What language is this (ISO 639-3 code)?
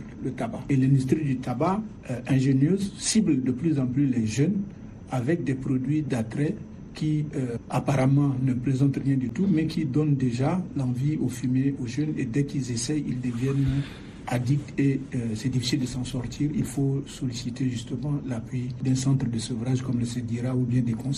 fra